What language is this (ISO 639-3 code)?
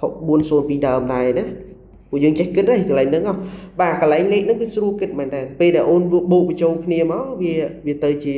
khm